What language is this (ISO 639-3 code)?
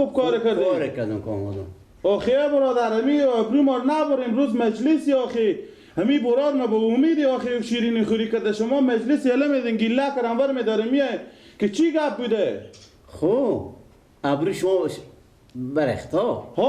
fas